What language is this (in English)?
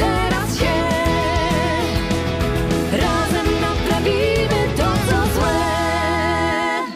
Polish